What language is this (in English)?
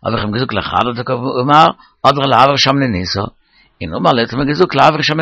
Yiddish